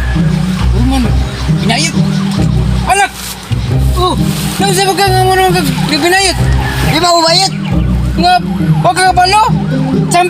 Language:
Cebuano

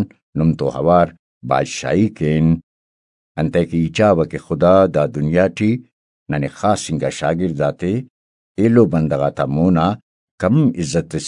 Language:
Brahui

